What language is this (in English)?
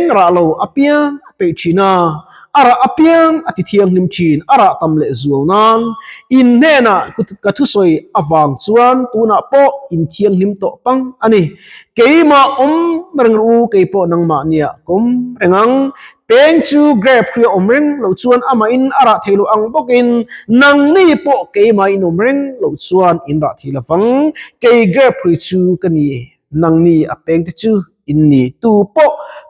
Mizo